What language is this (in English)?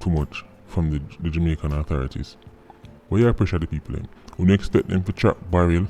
Jamaican Creole English